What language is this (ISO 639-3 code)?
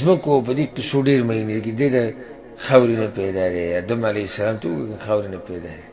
pus